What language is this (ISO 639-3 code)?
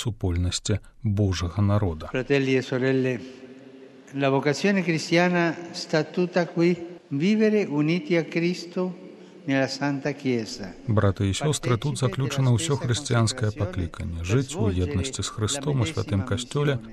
bel